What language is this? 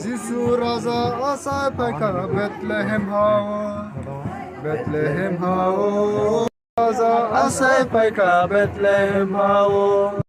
Kok Borok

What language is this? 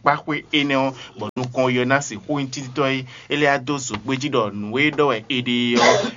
Fon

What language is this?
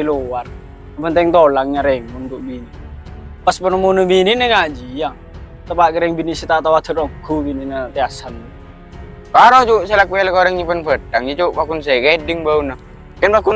Madurese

